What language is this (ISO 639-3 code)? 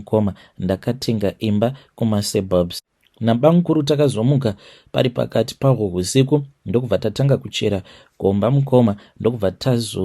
sna